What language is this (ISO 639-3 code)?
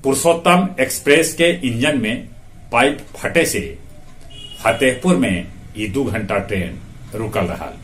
mag